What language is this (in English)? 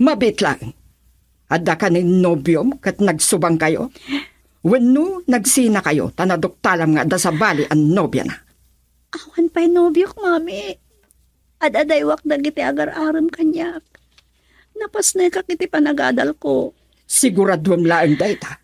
Iloko